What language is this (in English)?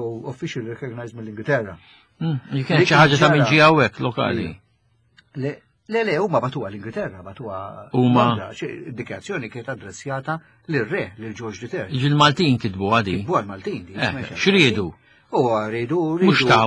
Maltese